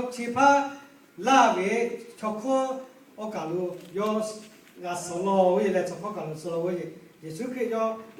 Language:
Lahu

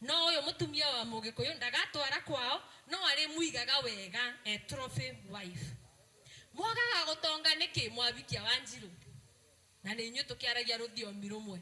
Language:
Kikuyu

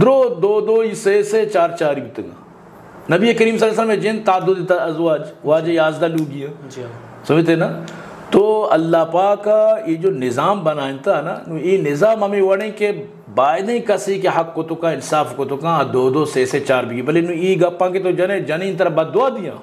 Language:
Eastern Balochi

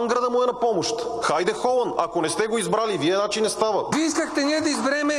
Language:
Bulgarian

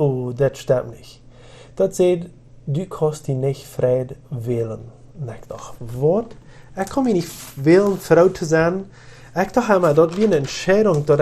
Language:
Plautdietsch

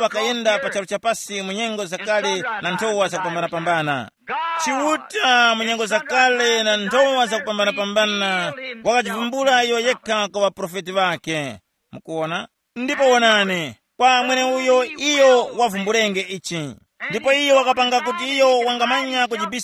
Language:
Tumbuka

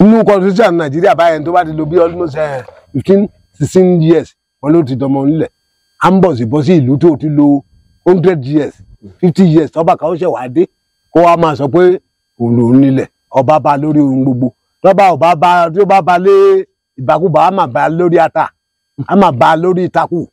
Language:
Yoruba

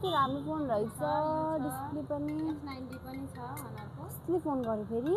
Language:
Nepali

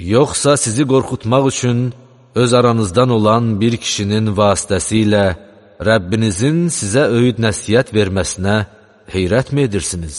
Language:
Azerbaijani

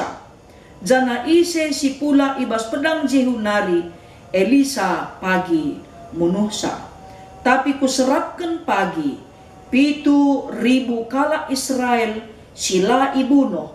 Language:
Batak Karo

